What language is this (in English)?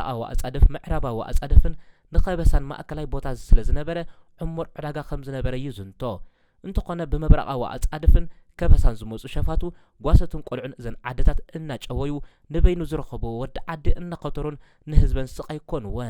Tigrinya